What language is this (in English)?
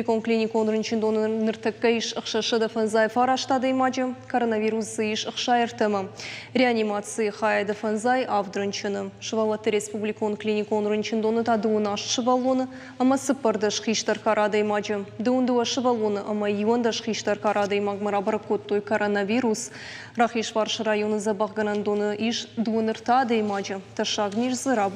Ossetic